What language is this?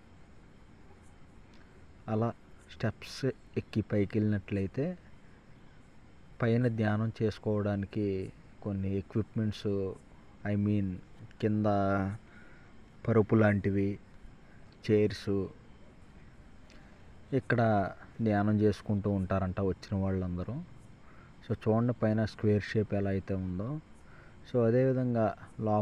Telugu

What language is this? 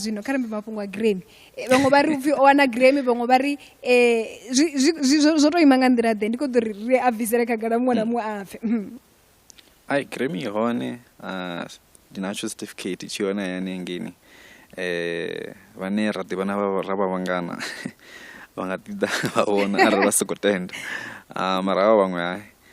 Venda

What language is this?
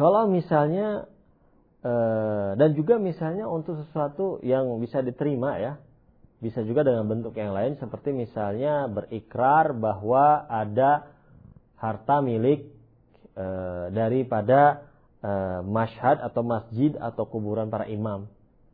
Indonesian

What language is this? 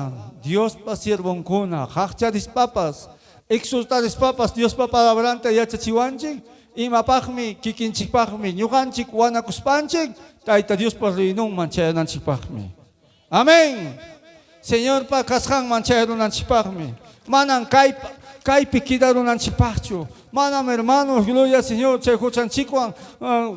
Ayacucho Quechua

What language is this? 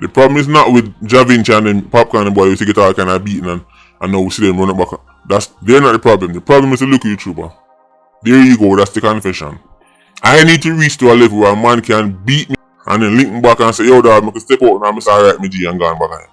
Jamaican Creole English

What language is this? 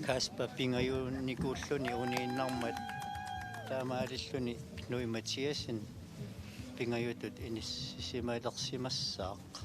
Kalaallisut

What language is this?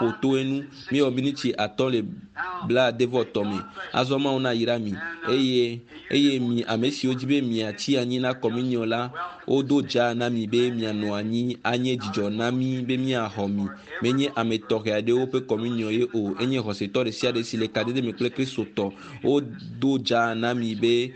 Ewe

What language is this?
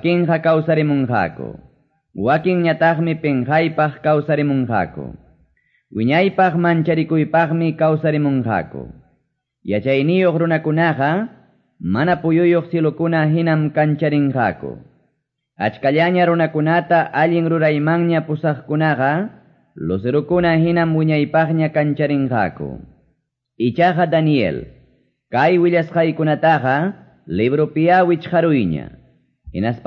Quechua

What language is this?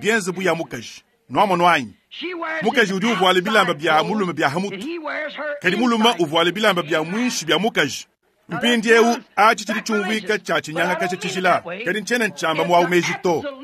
Luba-Lulua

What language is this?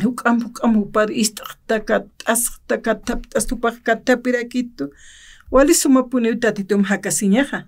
Aymara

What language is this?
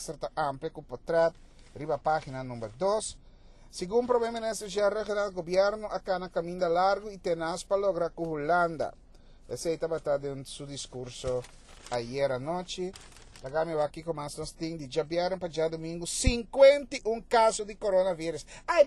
Papiamento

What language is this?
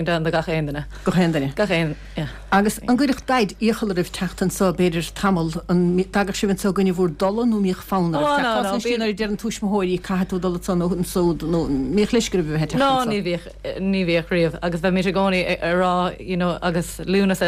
Irish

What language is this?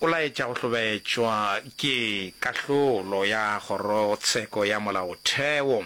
Northern Sotho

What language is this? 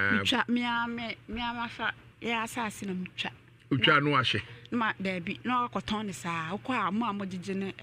Akan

